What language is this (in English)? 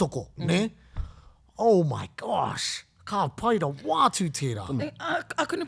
Māori